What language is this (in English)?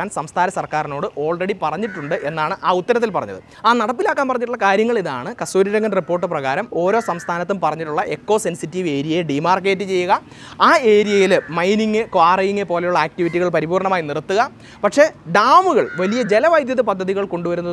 Malayalam